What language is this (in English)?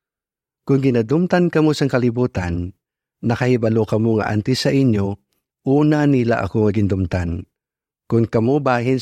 Hiligaynon